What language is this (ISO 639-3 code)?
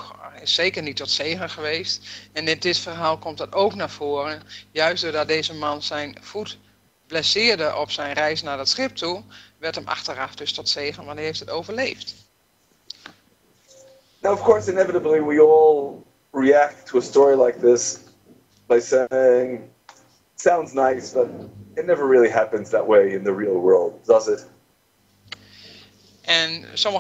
nld